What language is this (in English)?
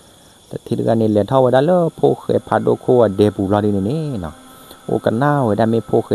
S'gaw Karen